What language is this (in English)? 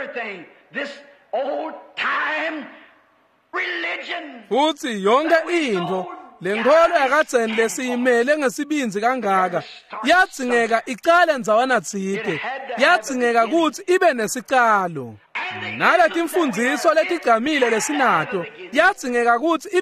Swati